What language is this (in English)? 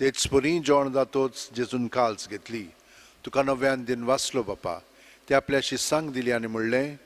Konkani